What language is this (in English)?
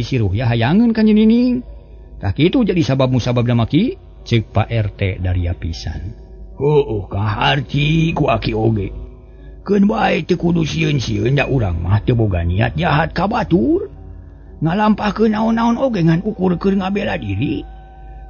Sundanese